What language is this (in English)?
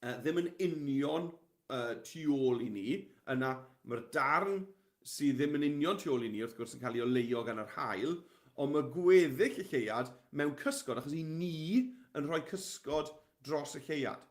Welsh